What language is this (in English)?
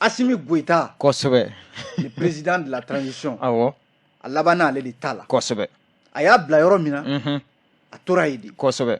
Bambara